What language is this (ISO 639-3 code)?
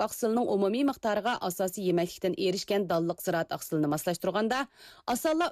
uig